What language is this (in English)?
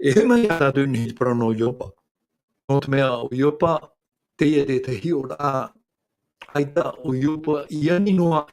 Tahitian